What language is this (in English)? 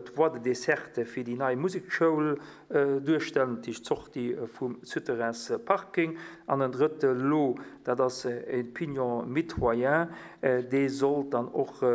Luxembourgish